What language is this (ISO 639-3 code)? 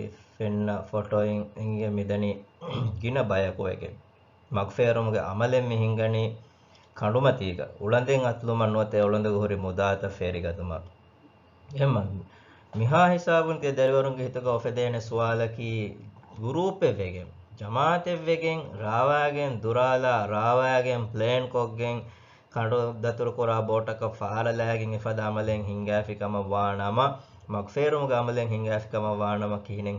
div